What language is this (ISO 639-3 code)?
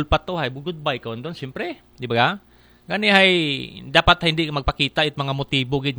akl